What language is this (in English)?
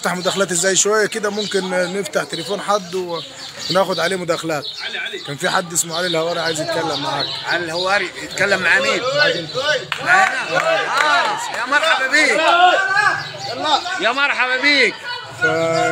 Egyptian Arabic